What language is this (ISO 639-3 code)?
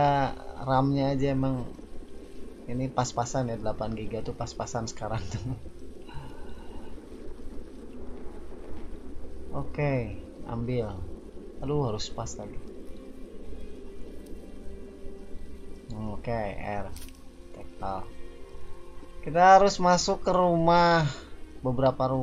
ind